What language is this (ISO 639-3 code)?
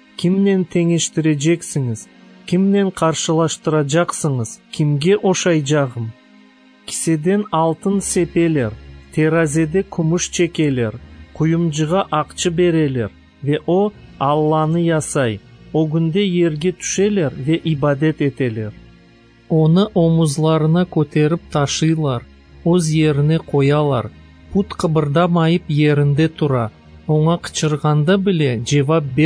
crh